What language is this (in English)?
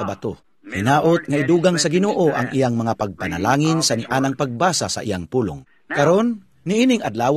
Cebuano